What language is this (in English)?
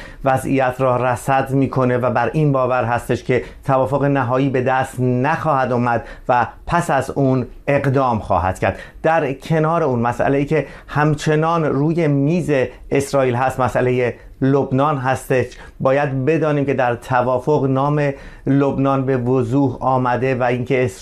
Persian